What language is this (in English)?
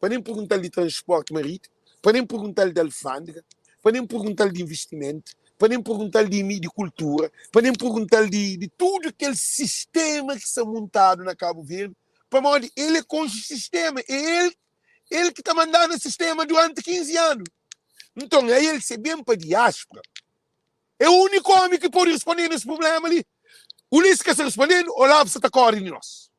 Kabuverdianu